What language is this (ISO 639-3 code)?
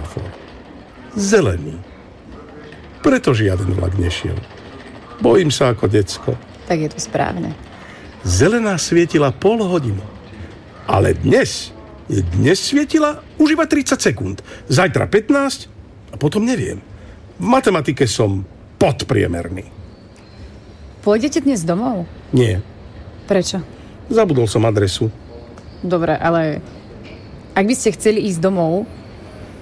slk